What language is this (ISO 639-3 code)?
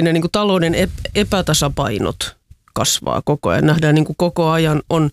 fin